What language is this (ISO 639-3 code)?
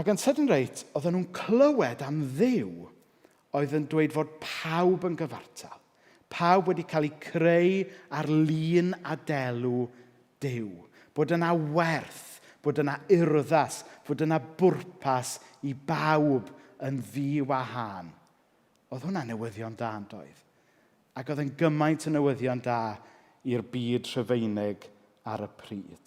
cym